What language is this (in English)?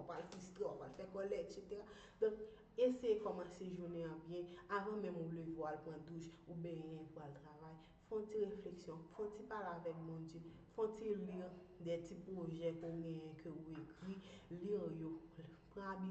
Haitian Creole